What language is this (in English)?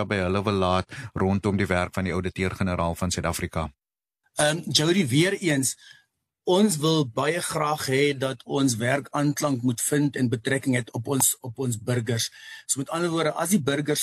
Afrikaans